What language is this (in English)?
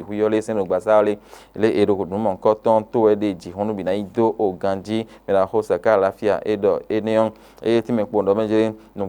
Fon